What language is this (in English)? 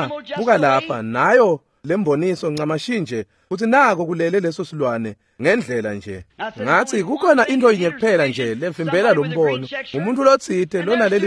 Swati